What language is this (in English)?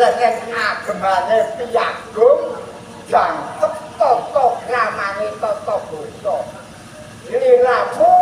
Javanese